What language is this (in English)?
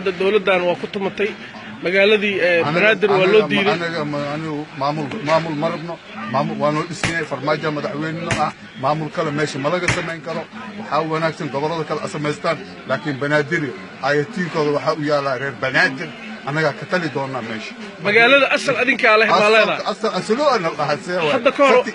Somali